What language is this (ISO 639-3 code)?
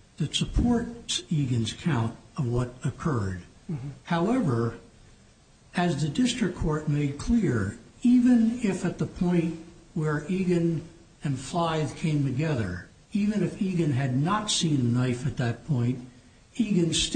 eng